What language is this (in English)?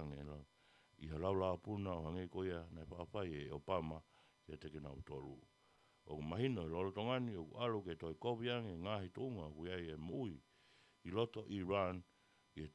Tongan